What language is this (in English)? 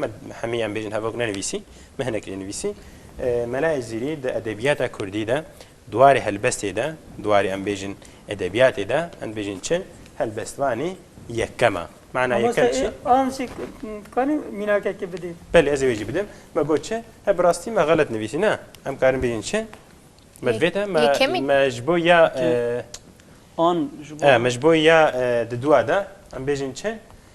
Kurdish